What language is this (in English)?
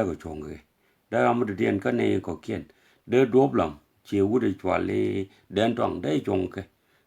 Nuer